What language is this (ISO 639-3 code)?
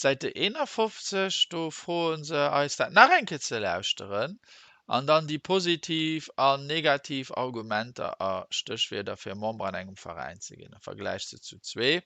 ltz